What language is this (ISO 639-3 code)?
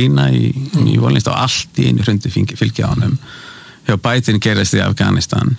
isl